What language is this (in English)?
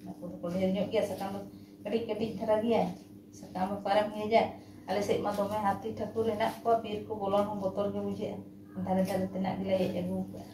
Santali